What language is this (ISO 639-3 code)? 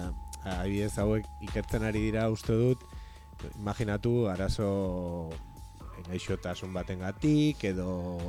eus